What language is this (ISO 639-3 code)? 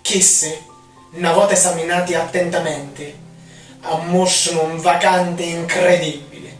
scn